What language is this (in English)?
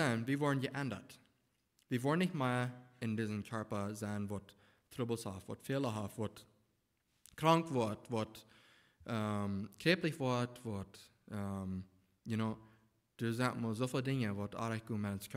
Plautdietsch